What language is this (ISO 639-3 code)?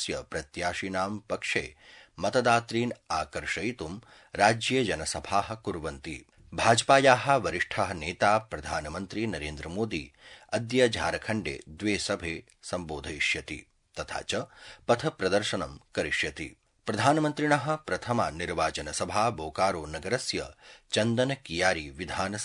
san